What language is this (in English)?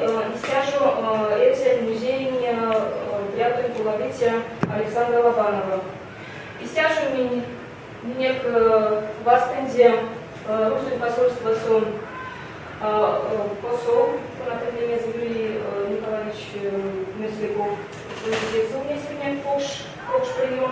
Erzya